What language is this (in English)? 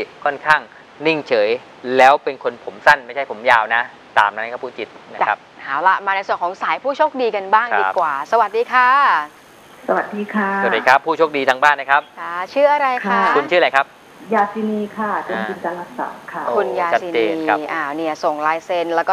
Thai